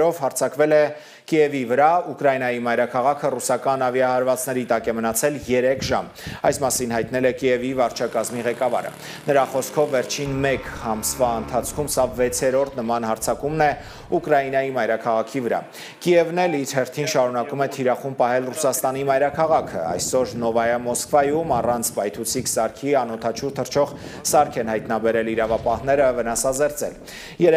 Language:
Armenian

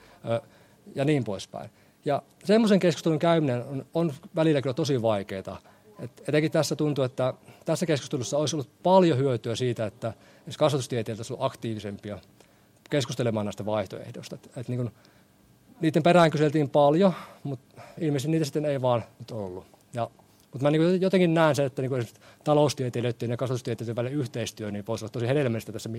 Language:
Finnish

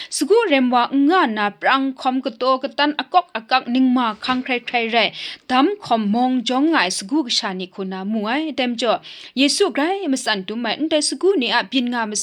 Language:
Kachin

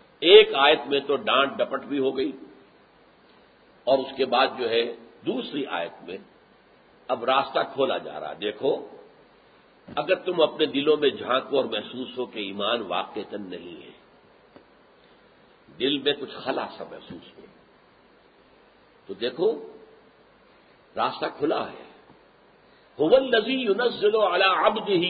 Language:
Urdu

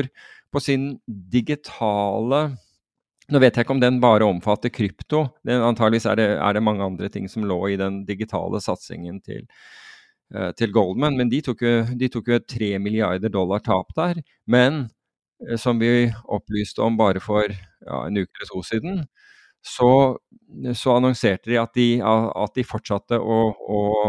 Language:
Norwegian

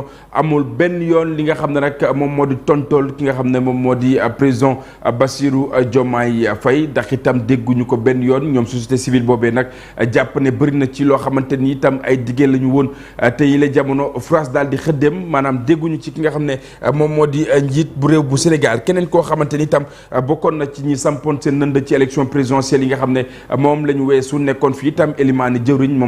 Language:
Wolof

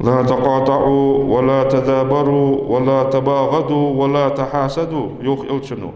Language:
Ingush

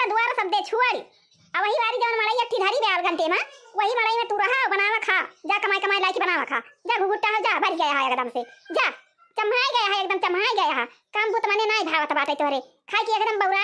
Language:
Awadhi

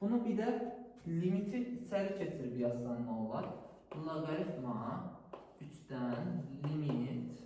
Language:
Azerbaijani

